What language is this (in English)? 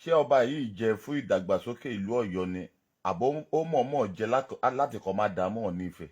Yoruba